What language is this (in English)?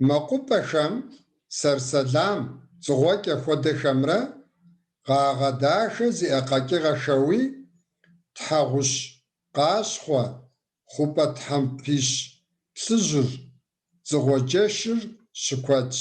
Kabardian